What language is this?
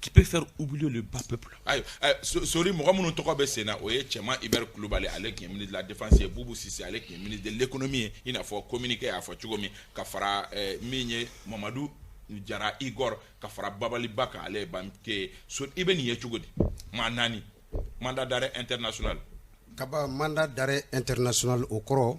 Bambara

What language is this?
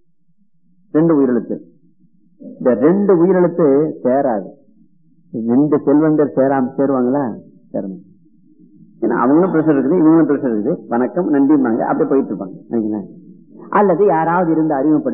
Tamil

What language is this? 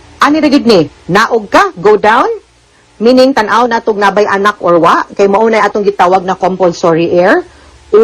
Cebuano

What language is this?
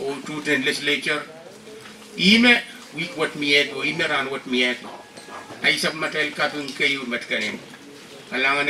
Pohnpeian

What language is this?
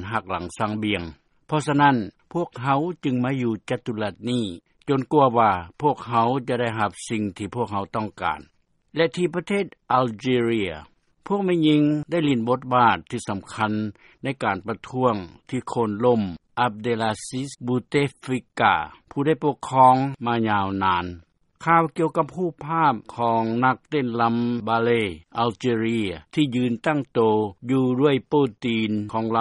Lao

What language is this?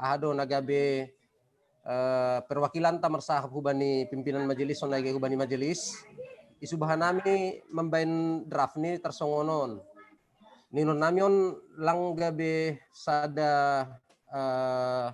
Batak Simalungun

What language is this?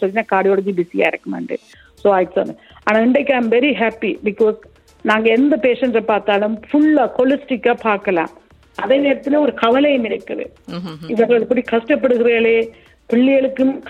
Tamil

